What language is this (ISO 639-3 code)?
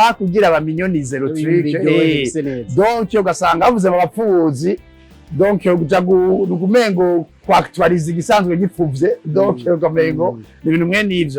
run